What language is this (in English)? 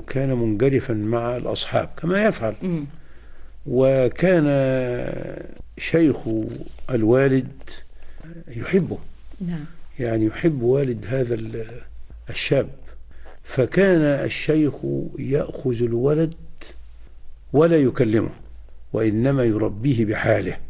Arabic